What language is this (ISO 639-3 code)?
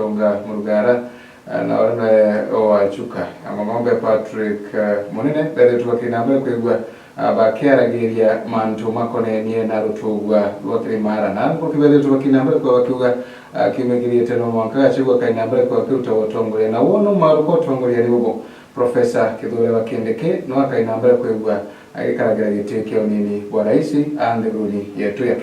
mer